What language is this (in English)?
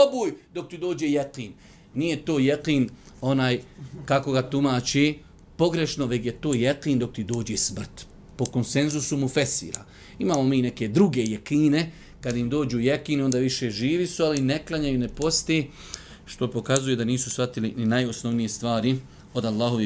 Bosnian